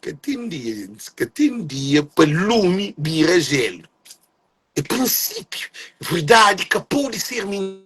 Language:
Kabuverdianu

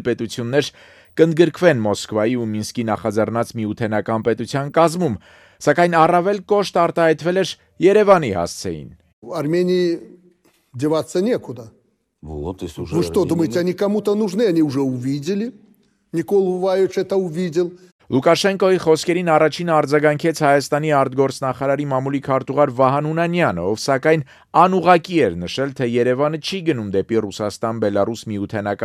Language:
Armenian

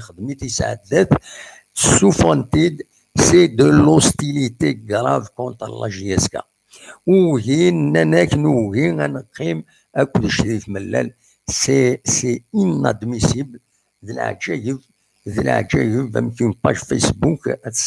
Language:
Kabyle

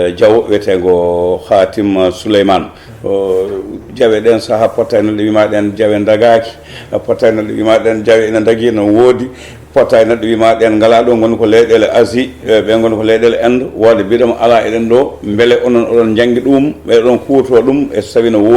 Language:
Fula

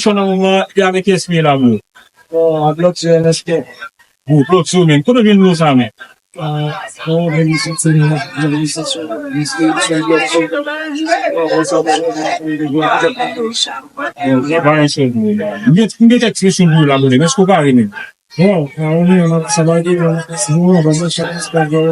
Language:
Haitian Creole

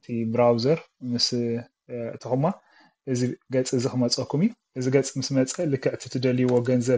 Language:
Tigrinya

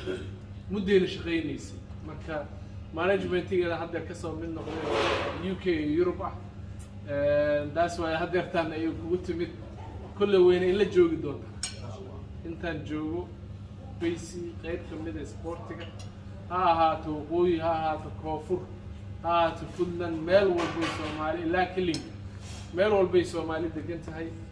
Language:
Somali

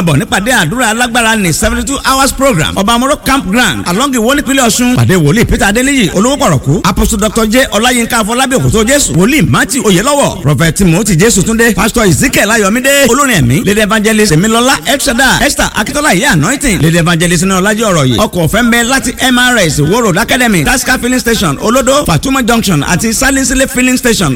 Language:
Yoruba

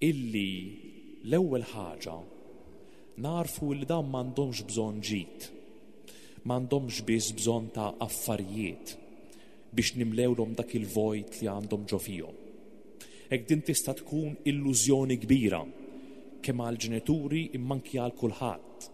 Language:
Maltese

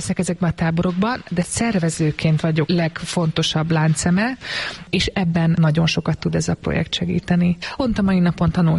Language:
Hungarian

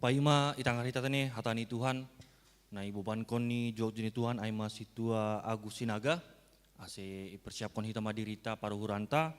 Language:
Batak Simalungun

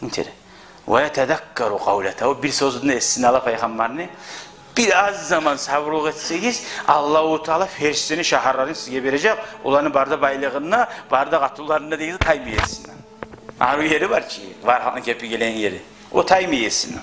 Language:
Kumyk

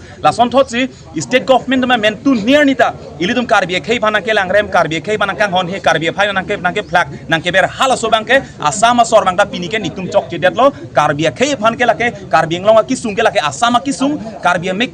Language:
Karbi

